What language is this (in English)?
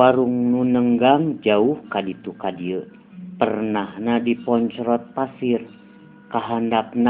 Sundanese